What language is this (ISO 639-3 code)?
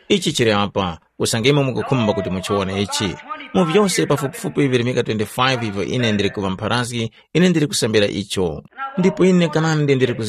tum